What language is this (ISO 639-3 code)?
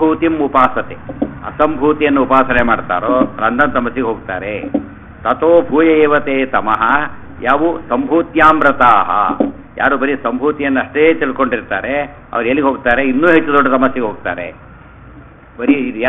kan